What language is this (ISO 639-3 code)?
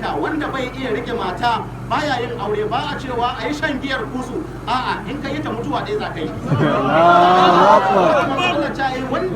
hau